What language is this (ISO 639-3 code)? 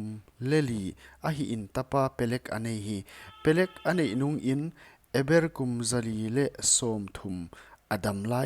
pck